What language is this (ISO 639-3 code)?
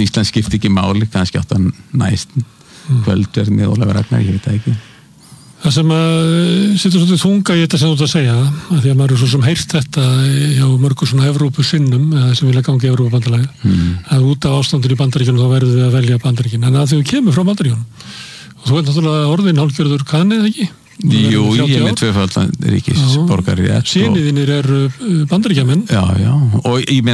isl